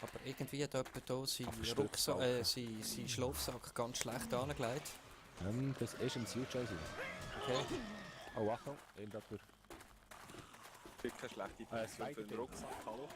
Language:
Swiss German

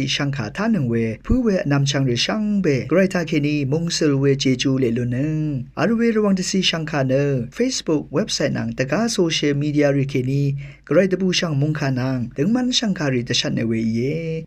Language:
Rawang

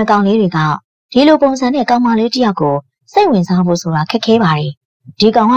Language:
Burmese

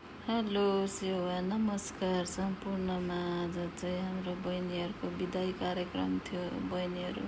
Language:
Nepali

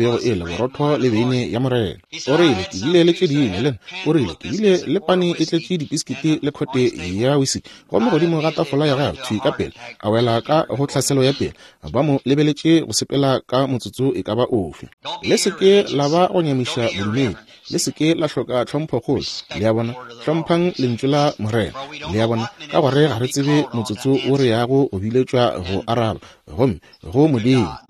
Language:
Northern Sotho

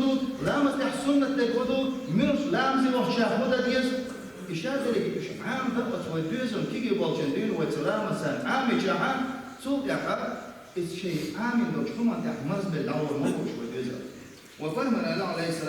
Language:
Chechen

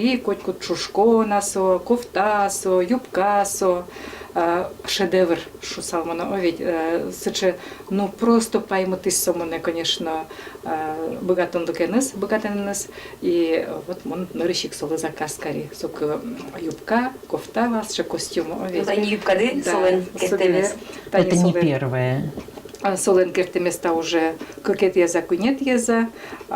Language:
Udmurt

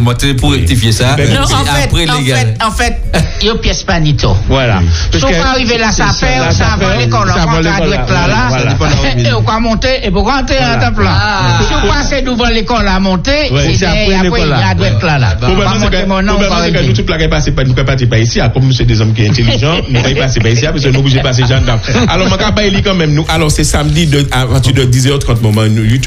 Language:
French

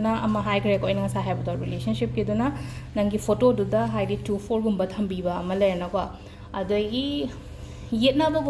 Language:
Manipuri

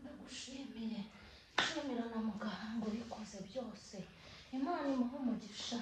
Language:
Kinyarwanda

